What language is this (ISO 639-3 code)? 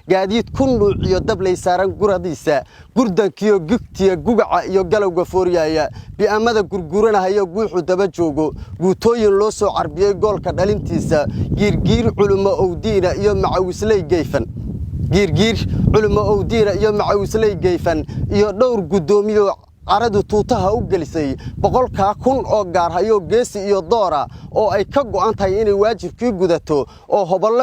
som